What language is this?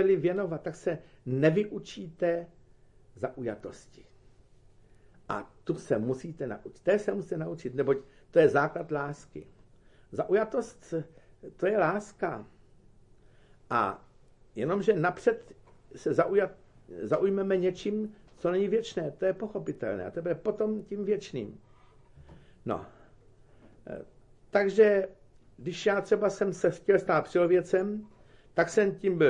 Czech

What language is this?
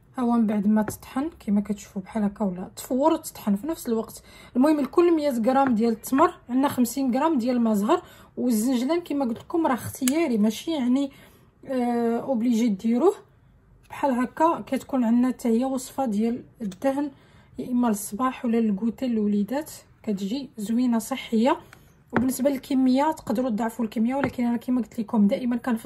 Moroccan Arabic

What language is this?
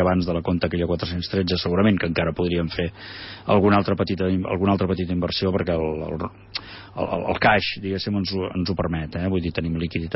Catalan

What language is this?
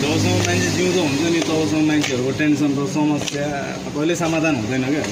Nepali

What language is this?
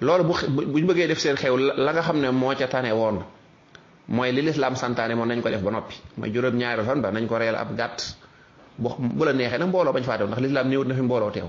Wolof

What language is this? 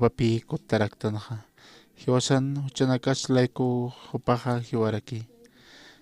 Aymara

